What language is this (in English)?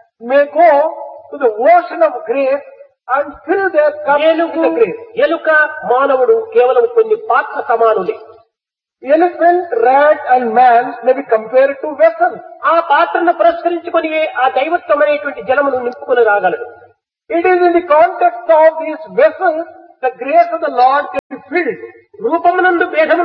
Telugu